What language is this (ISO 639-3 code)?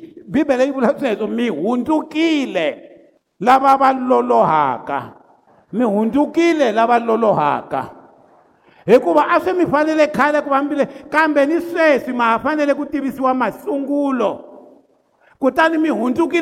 tso